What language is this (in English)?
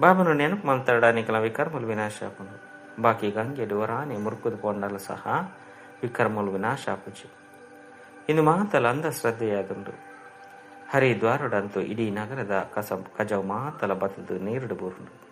Tulu